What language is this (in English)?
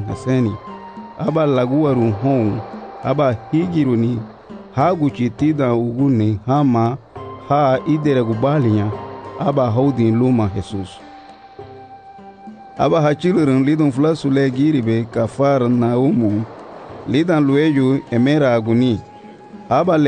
Garifuna